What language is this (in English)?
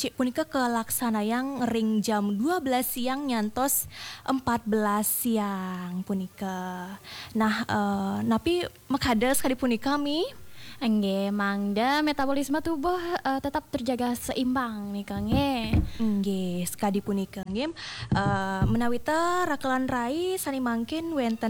Balinese